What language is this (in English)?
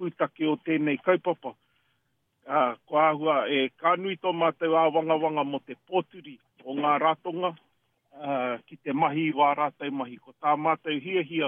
Māori